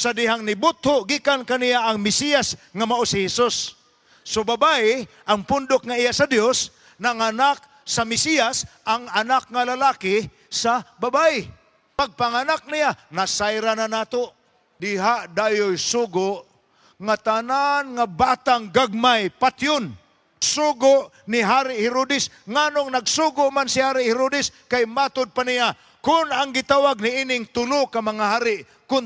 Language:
Cebuano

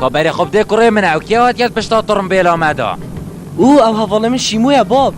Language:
Kurdish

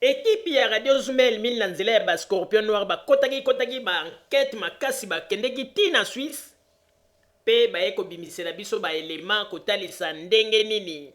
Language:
Lingala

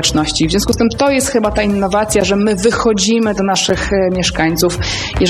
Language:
Polish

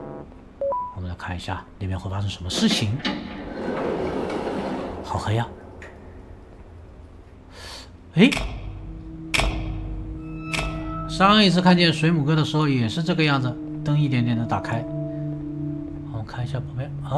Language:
Chinese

